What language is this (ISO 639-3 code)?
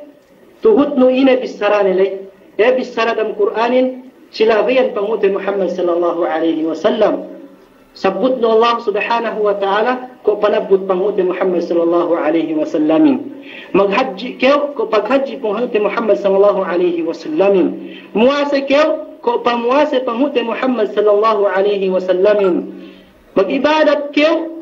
yka